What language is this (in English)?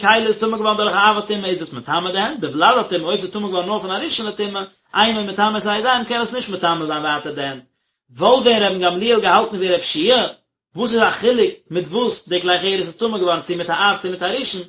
Yiddish